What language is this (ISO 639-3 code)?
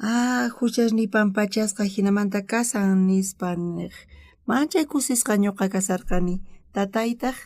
quh